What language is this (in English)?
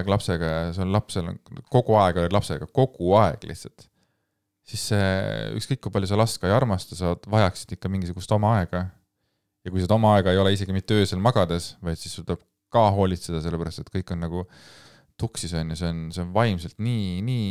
Estonian